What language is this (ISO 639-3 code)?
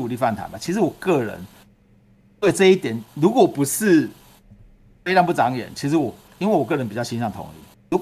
zho